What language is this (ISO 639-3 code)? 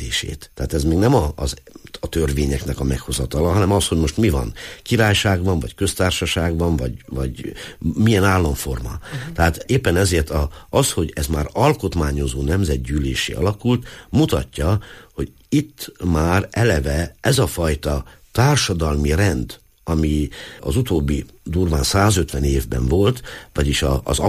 hun